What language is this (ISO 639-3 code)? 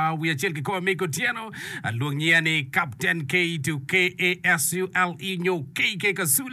ach